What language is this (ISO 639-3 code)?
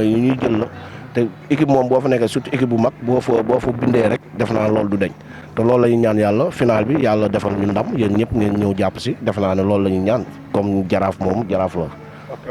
wol